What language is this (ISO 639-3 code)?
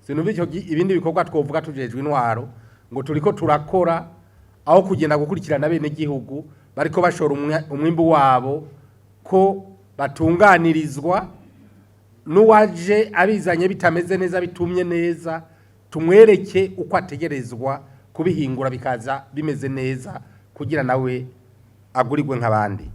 run